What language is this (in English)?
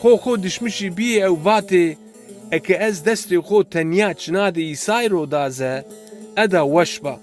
Zaza